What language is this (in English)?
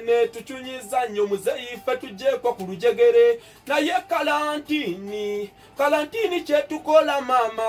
Ganda